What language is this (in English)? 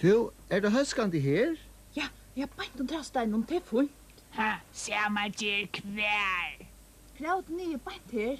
Faroese